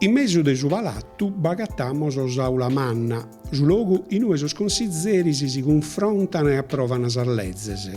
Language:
Sardinian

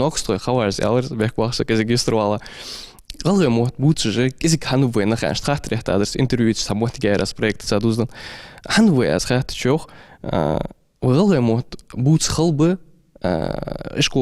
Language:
Ingush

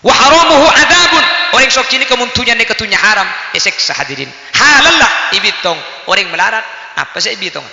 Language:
Madurese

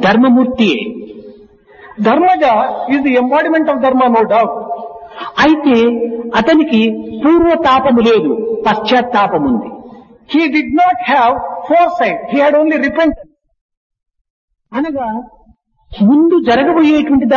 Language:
Telugu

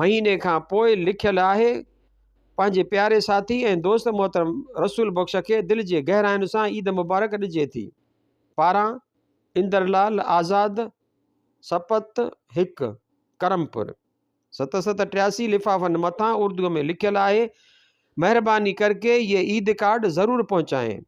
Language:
Sindhi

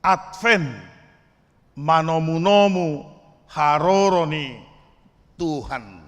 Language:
Batak Toba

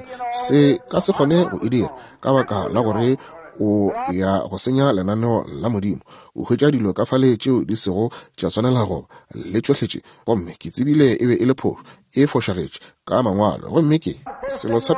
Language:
Northern Sotho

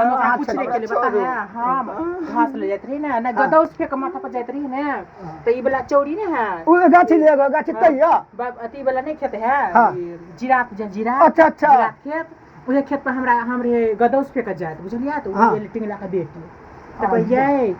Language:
Maithili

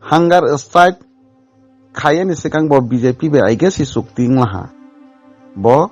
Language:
Kok Borok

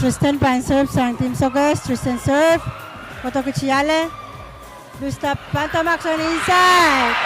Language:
Pohnpeian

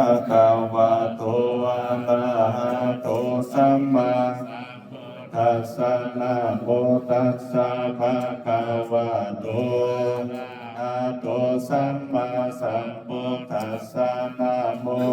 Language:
Pali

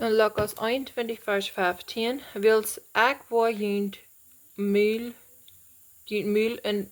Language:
Plautdietsch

